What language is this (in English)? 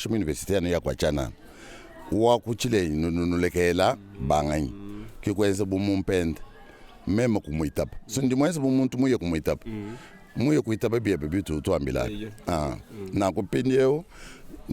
Luba-Lulua